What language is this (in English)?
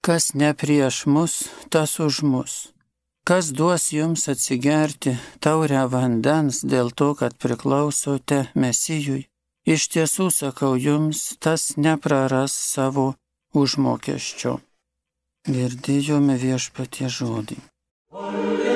Lithuanian